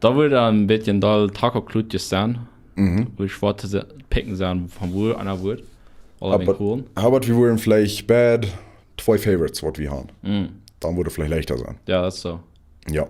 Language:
Plautdietsch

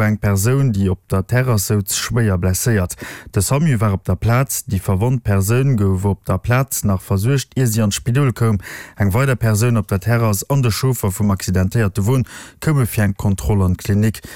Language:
Luxembourgish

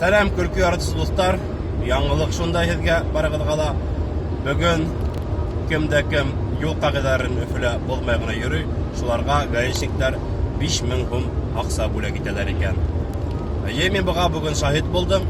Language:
Bashkir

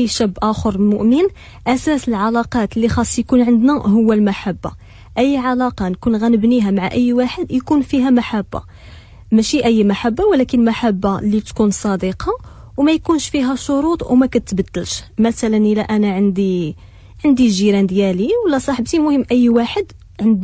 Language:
Moroccan Arabic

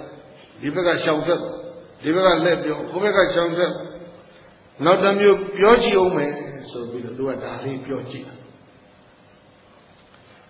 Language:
Burmese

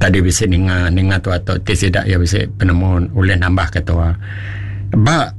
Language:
Iban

